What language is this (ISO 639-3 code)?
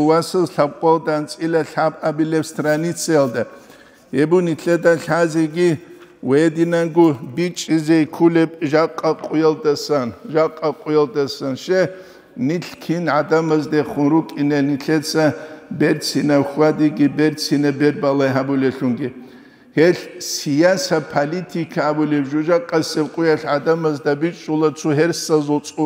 ava